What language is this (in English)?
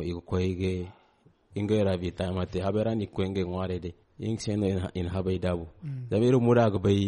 Zarma